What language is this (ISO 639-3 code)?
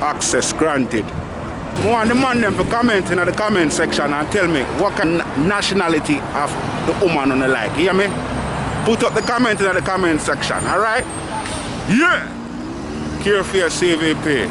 jam